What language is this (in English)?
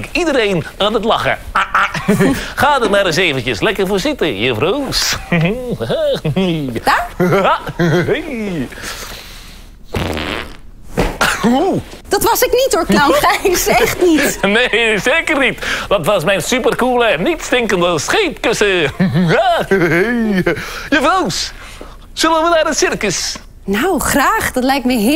Dutch